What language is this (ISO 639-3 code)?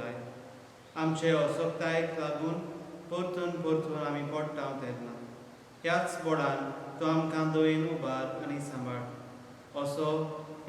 kok